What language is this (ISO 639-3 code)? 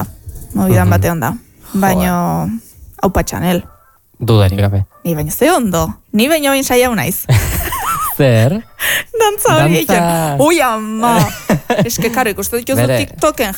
eus